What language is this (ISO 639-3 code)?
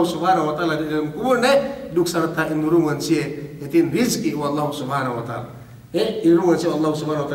yka